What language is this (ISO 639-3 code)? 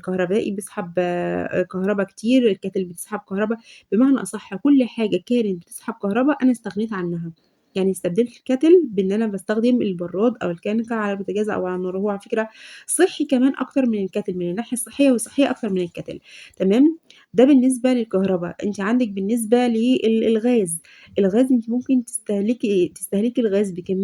arz